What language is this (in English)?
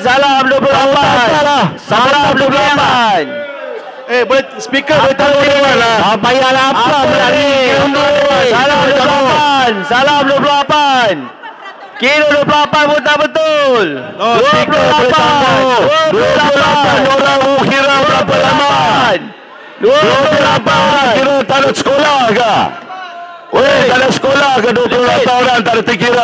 Malay